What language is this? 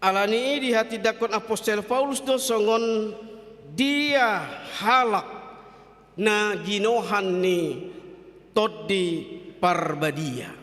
Batak Toba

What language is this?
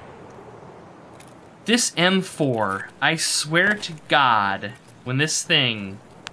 English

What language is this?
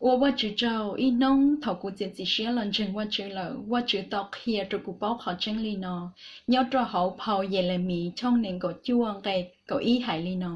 Hmong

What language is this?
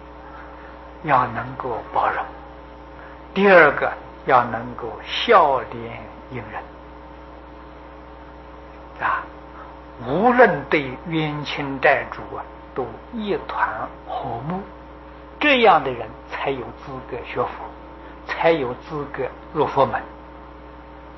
Chinese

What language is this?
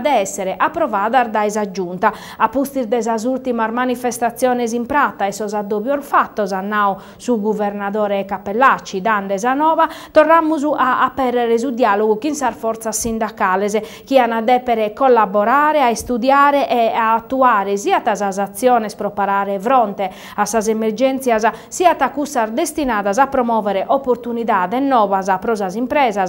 Sardinian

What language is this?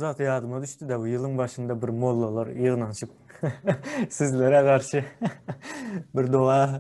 Turkmen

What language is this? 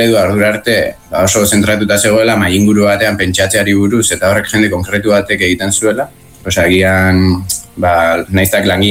Basque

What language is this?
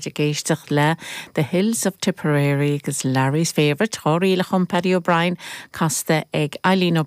Irish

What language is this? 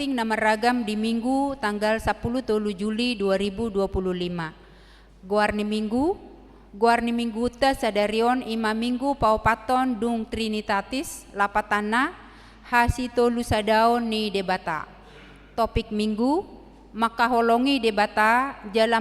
Batak Toba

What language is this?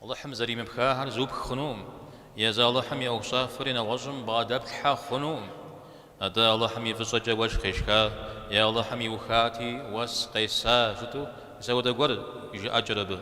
Kabardian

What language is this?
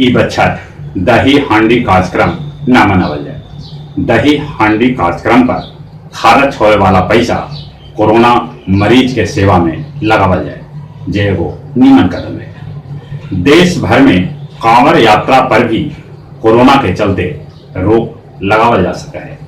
Magahi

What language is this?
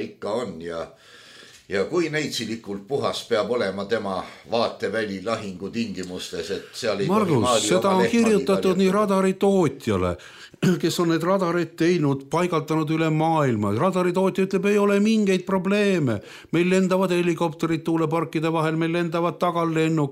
Estonian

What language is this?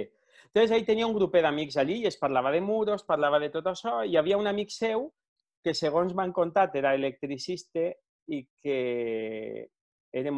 Catalan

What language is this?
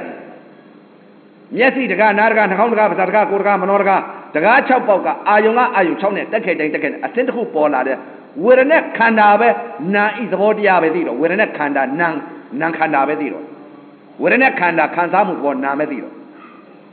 Burmese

